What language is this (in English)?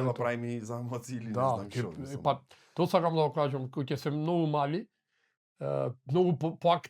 Macedonian